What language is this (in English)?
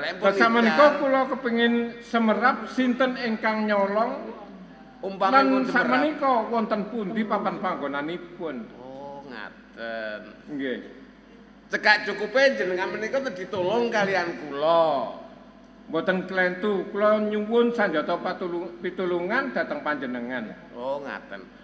Javanese